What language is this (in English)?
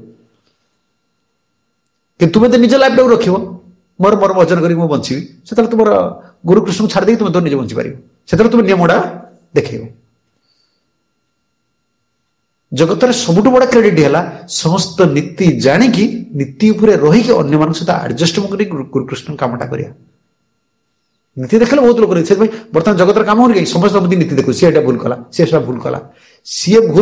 Odia